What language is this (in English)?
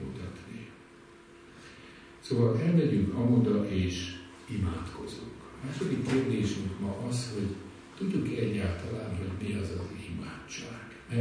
Hungarian